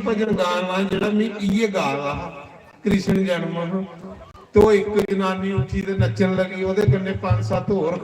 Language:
Dogri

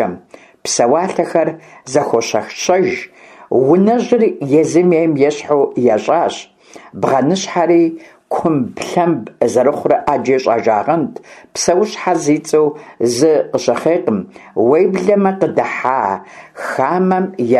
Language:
Kabardian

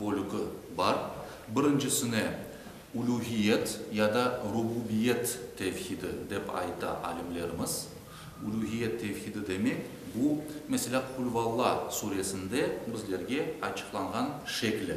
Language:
Crimean Tatar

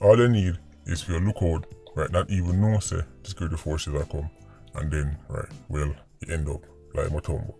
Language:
Jamaican Creole English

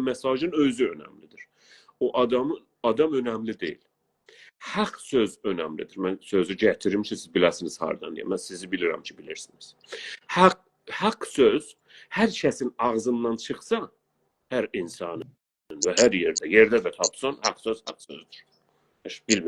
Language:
South Azerbaijani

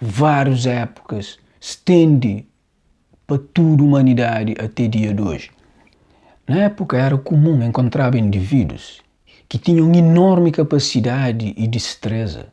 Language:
Kabuverdianu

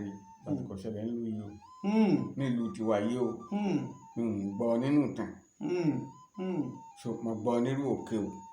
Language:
Yoruba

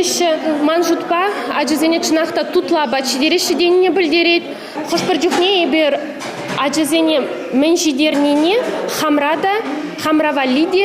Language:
Chuvash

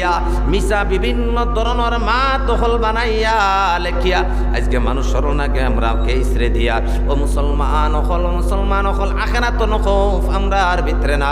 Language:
Sylheti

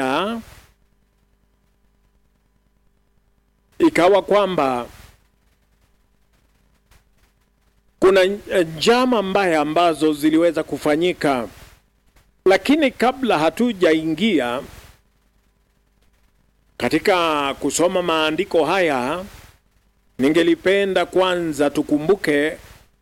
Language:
Swahili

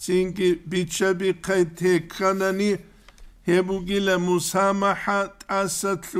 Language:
Avaric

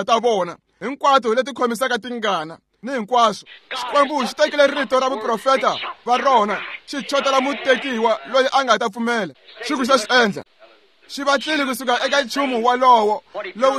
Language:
Tsonga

